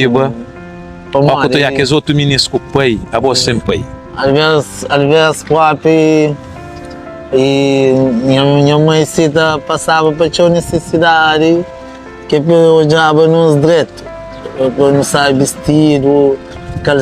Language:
Kabuverdianu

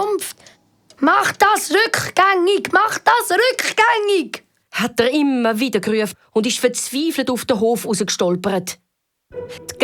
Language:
Swiss German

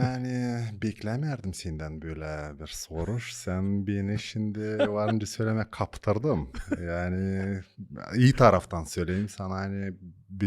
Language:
Gagauz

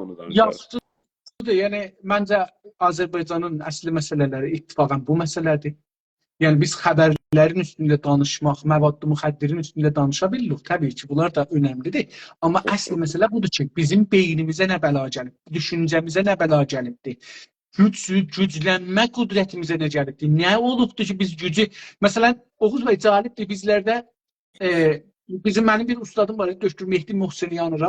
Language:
South Azerbaijani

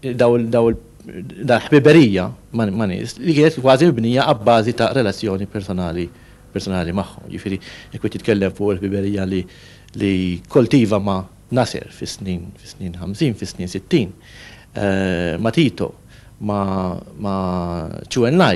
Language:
Maltese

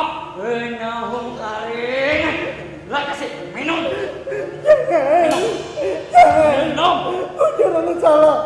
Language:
Banjar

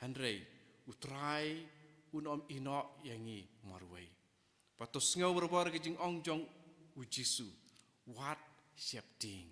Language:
Khasi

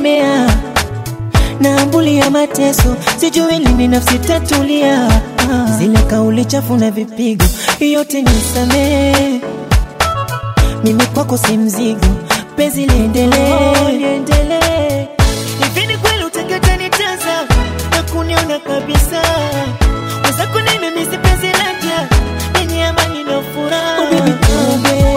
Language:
Swahili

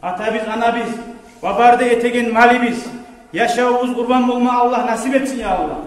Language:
Kumyk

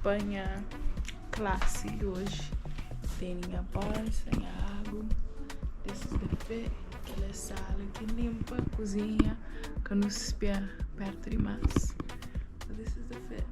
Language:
Kabuverdianu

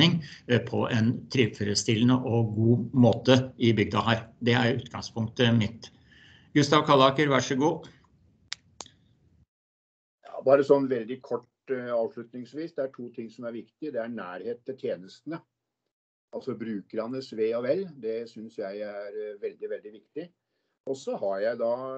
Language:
Norwegian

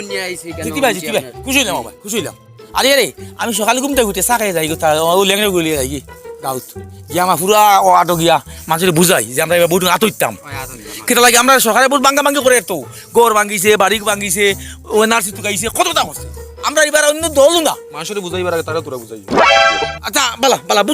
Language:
Sylheti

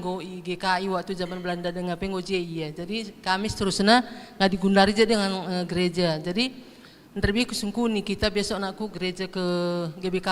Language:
Batak Karo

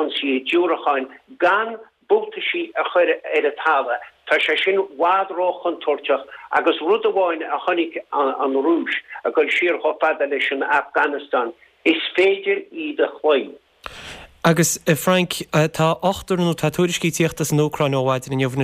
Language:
Irish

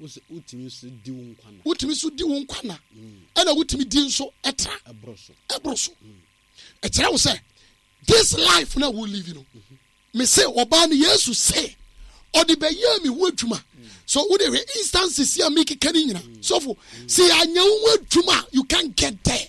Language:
Akan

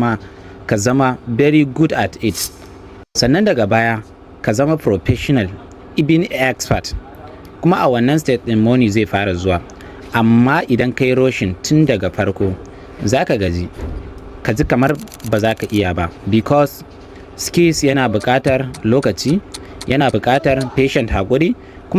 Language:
Hausa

